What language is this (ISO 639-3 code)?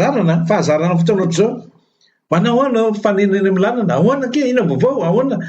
mlg